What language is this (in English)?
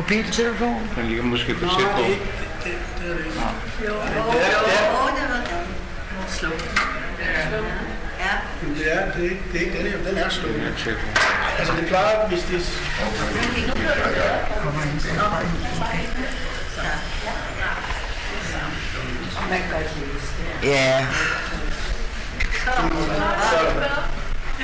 Danish